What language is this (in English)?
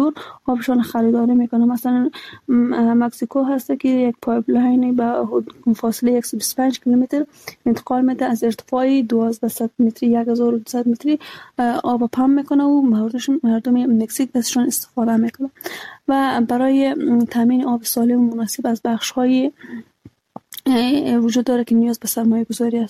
Persian